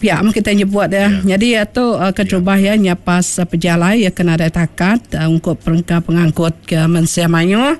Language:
Iban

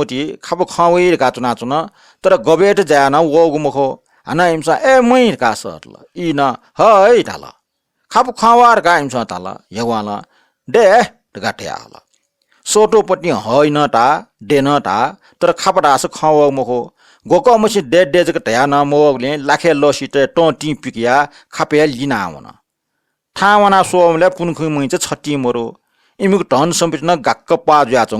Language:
Newari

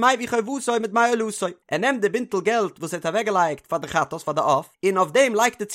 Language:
Yiddish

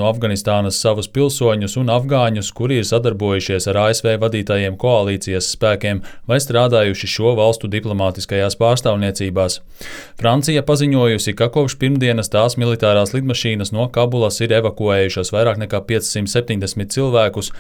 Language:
Latvian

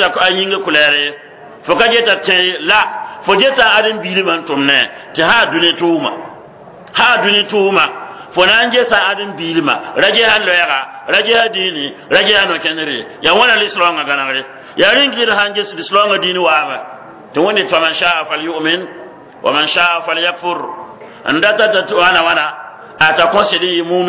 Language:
Mossi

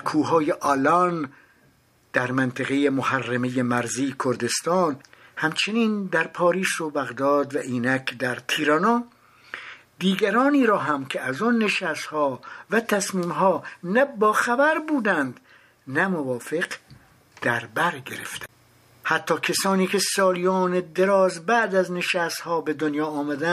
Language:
Persian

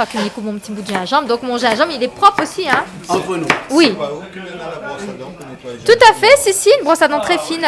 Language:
Réunion Creole French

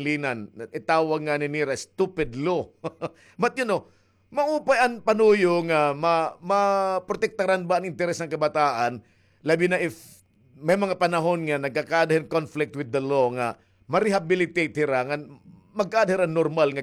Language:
Waray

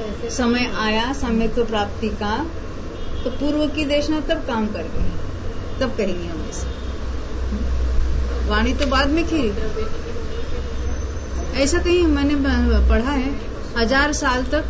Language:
Hindi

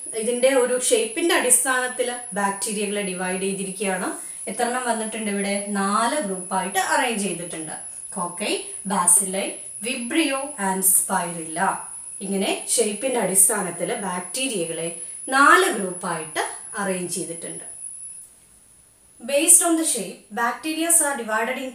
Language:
Malayalam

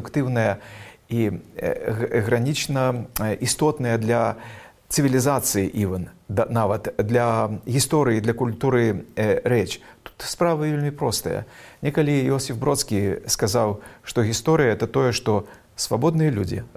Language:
Belarusian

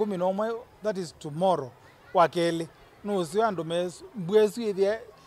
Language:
Kamba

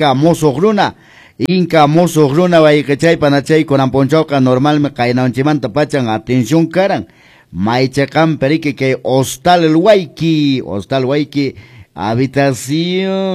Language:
Quechua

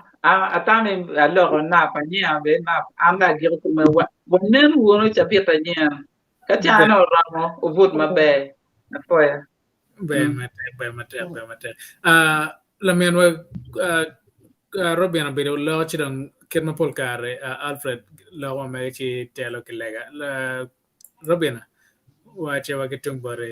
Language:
Acoli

